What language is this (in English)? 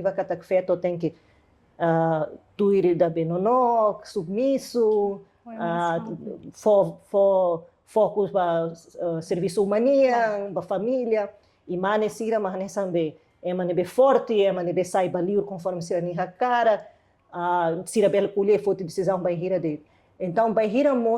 Tetum